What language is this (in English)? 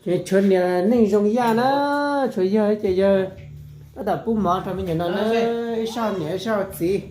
Hmong